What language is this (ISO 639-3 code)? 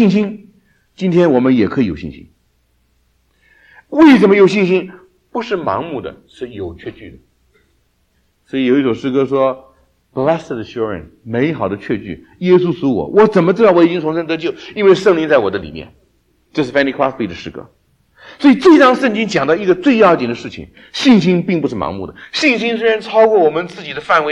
zho